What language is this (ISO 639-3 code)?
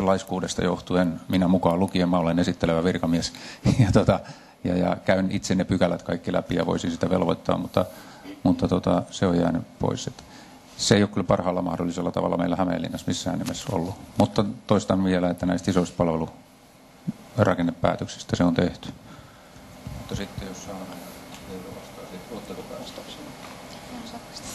fin